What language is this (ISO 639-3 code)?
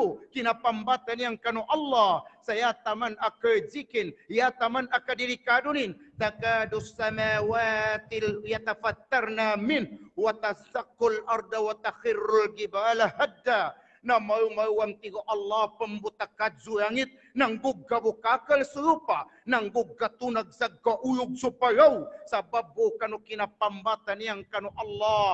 mdh